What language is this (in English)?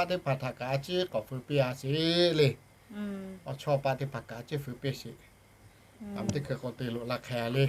Lahu